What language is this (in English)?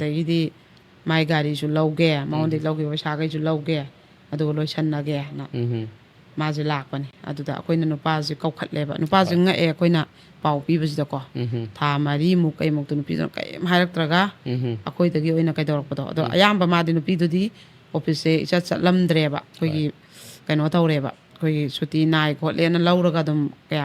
Manipuri